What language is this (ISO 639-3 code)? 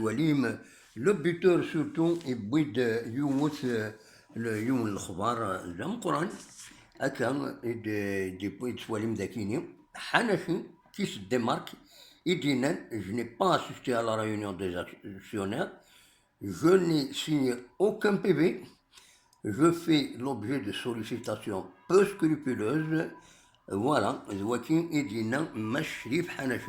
kab